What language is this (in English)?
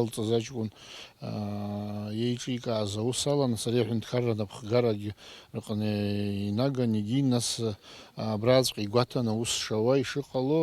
Abkhazian